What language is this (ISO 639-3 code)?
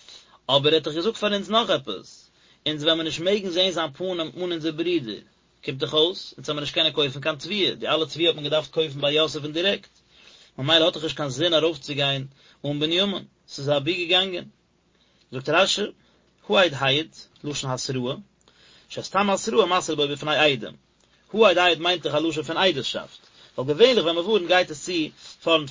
yid